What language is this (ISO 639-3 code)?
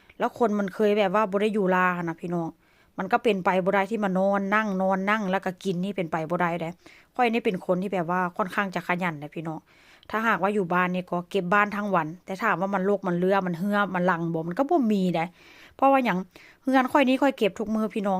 tts